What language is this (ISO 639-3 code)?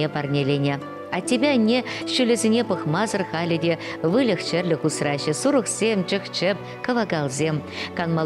chv